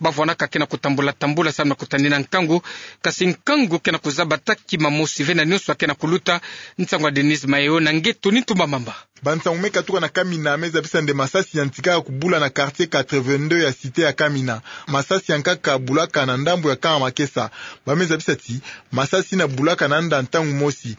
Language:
Kituba (Democratic Republic of Congo)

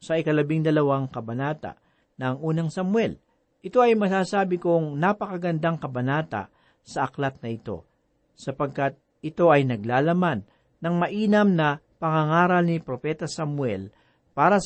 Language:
Filipino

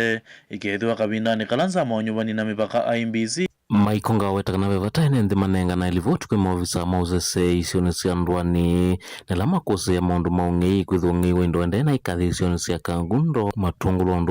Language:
Kamba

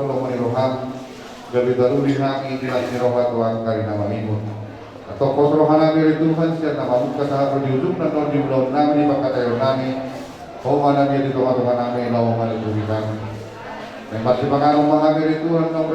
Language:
Batak Toba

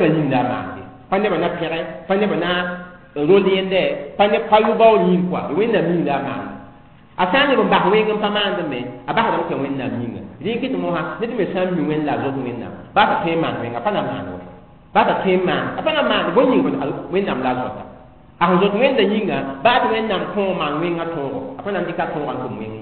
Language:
Mossi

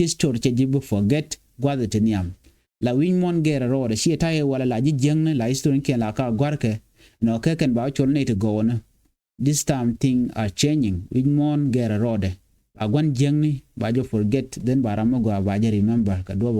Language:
Nuer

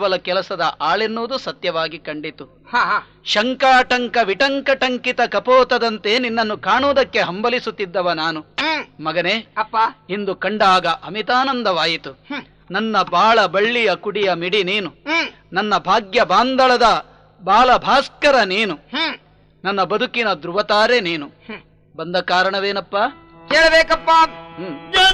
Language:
Kannada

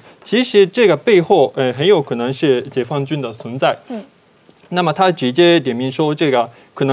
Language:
Chinese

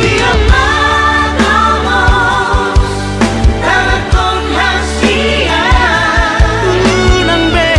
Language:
Batak Toba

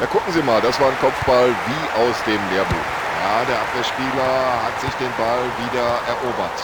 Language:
Bavarian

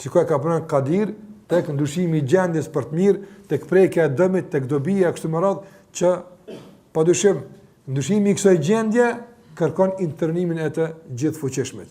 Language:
Albanian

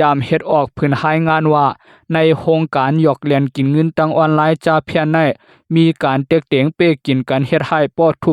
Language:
Lao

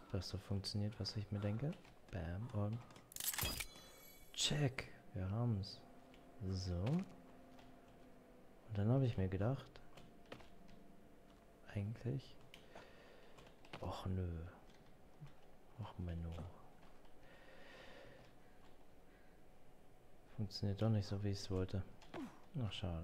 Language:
German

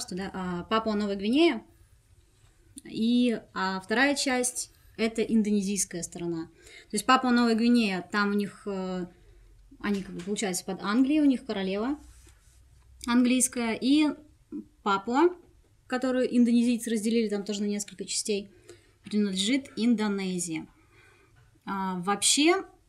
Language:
Russian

